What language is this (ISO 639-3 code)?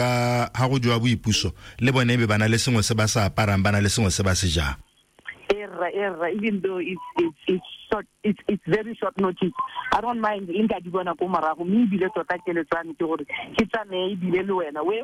tsn